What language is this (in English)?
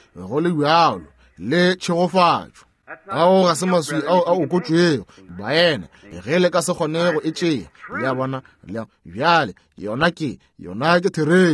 Northern Sotho